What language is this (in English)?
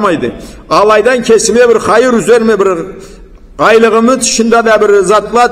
Karachay-Balkar